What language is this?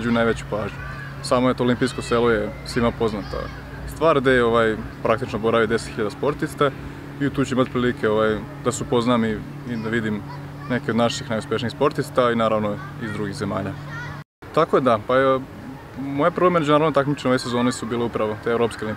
Serbian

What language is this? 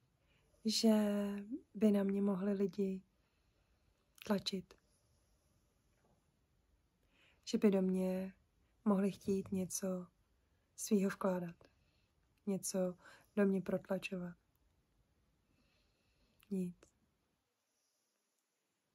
Czech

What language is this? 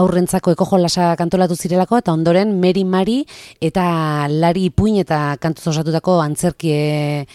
Basque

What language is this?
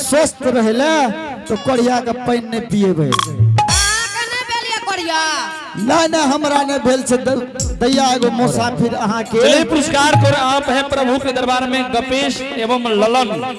Angika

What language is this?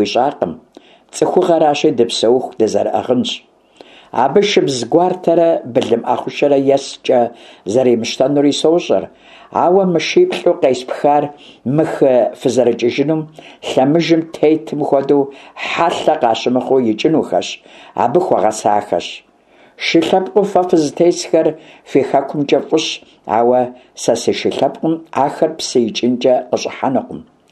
Kabardian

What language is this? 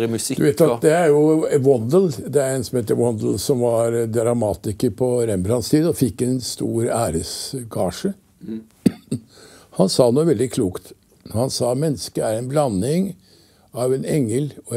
Norwegian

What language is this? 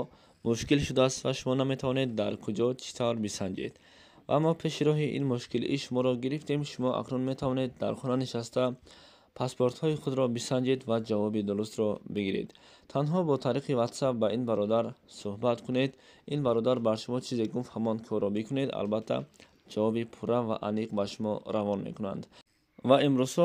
Tajik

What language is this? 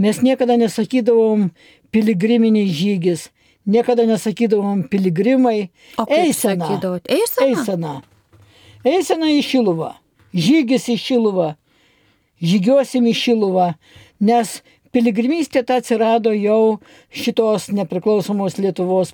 Lithuanian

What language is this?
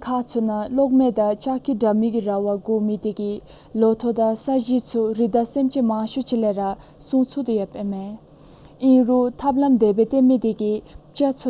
Dzongkha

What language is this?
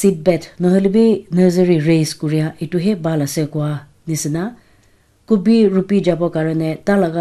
Naga Pidgin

